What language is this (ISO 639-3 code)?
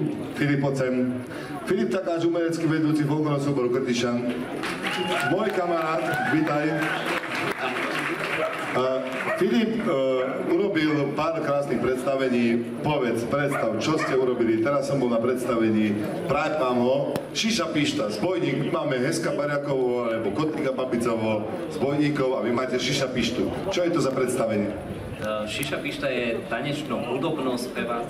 slk